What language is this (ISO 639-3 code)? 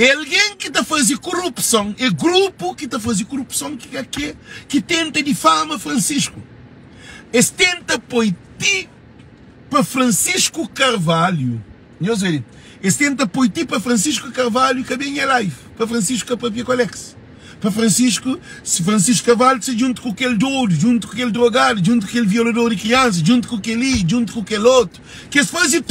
kea